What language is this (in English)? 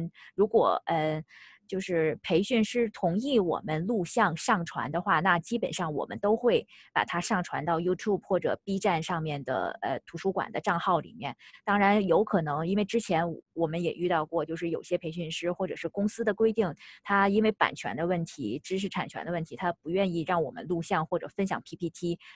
Chinese